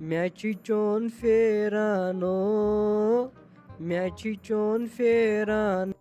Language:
Kashmiri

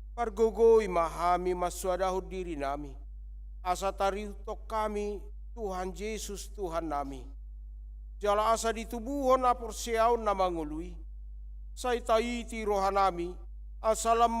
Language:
Batak Toba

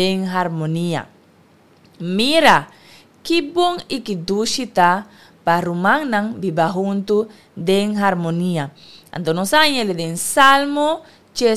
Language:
Papiamento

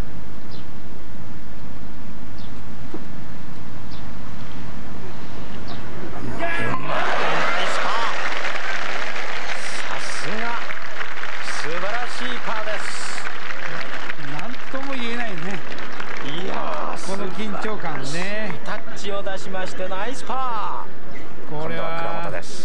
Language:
Japanese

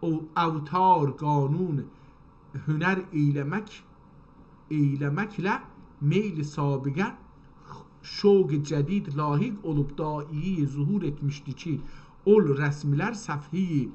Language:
South Azerbaijani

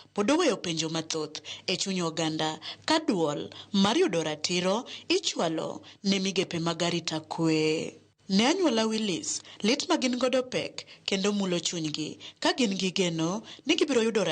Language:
Luo (Kenya and Tanzania)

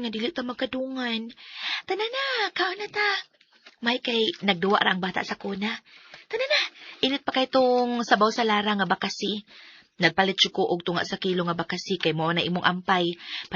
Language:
Cebuano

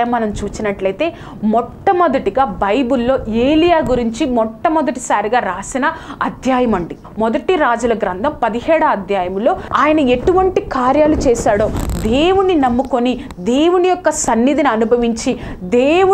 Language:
Telugu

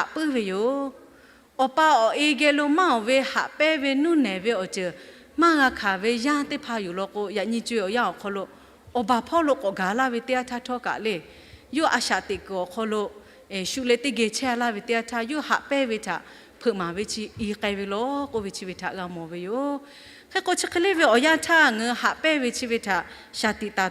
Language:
Lahu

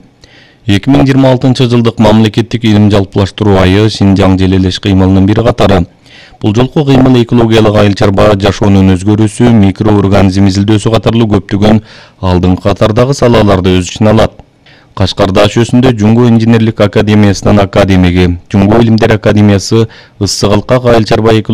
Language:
Kyrgyz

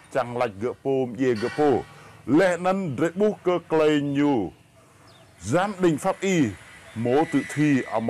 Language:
Rade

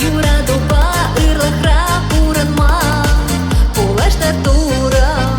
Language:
Chuvash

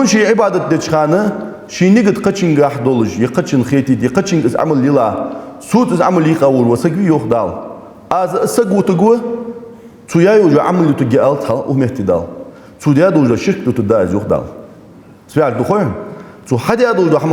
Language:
Ingush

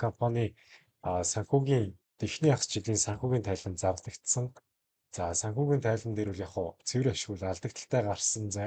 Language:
Mongolian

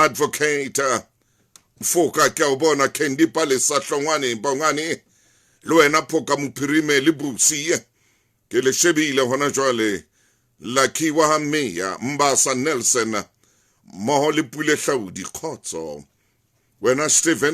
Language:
Southern Sotho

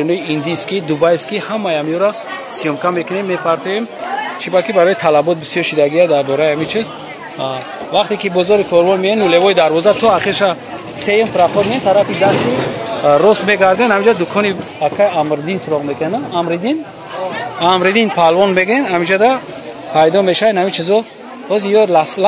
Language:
Tajik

